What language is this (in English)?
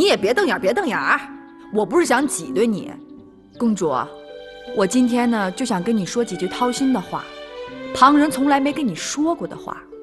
Chinese